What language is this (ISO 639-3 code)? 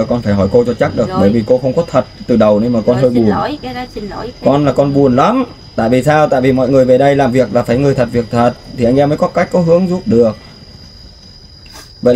vie